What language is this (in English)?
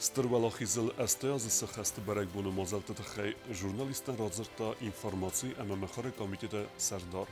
Ossetic